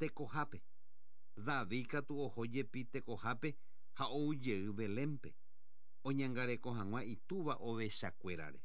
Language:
Guarani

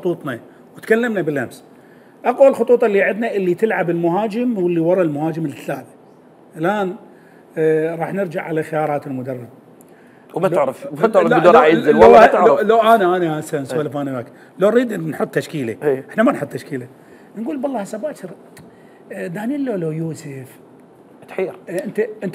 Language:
Mesopotamian Arabic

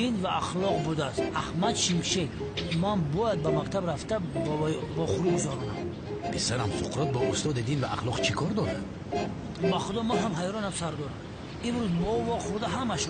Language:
Tajik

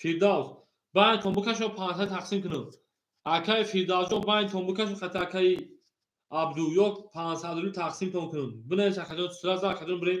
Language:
Tajik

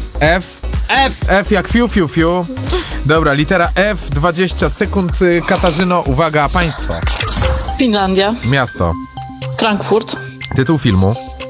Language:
Polish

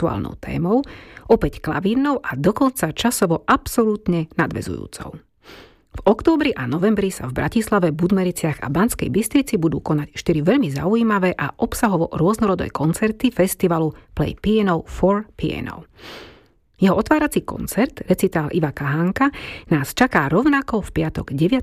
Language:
Slovak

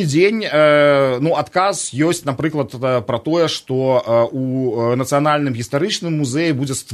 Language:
Belarusian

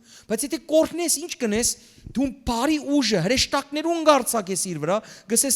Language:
Western Armenian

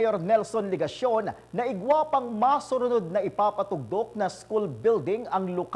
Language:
Bikol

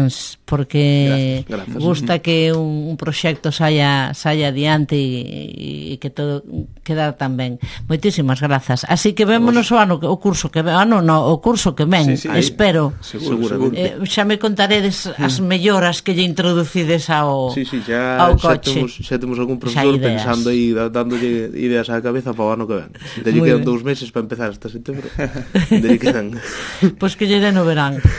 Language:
Galician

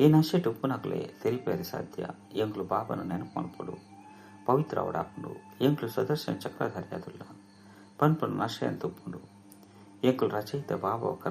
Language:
Tulu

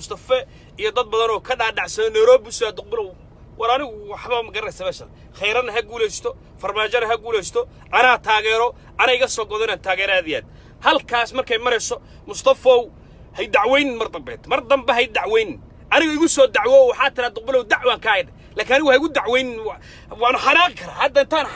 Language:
Somali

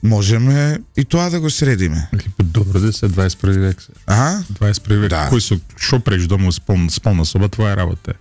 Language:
Macedonian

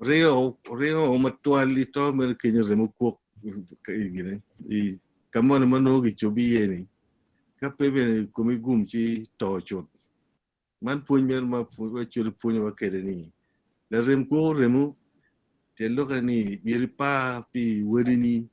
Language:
Acoli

